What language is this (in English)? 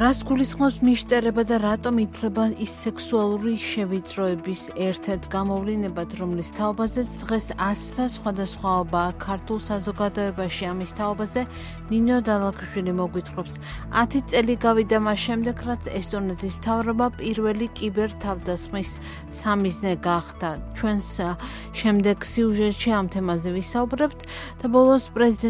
Georgian